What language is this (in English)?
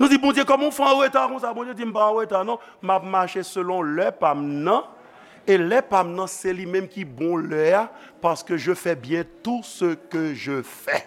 Haitian Creole